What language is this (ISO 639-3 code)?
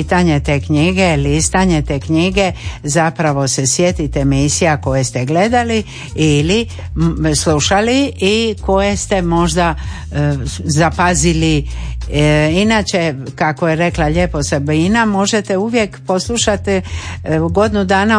hrv